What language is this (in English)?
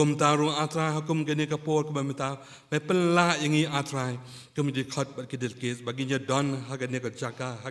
Khasi